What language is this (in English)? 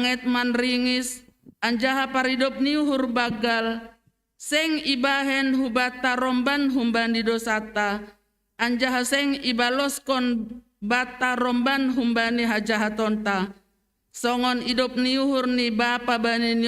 Batak Simalungun